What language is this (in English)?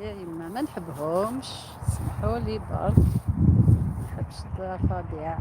Algerian Arabic